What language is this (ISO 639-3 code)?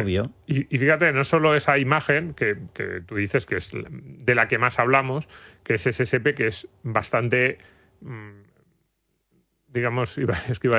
spa